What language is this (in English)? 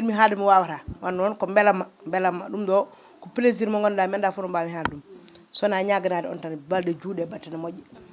Fula